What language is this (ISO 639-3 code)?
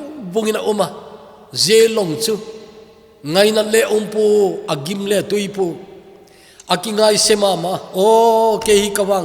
tcz